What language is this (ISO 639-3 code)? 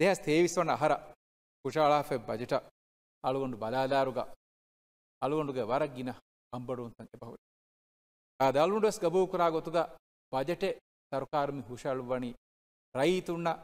div